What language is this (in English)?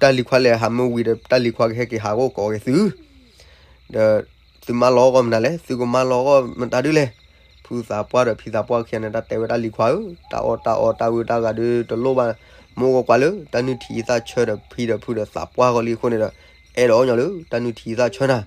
S'gaw Karen